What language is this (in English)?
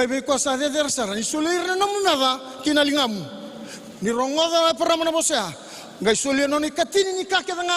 Fijian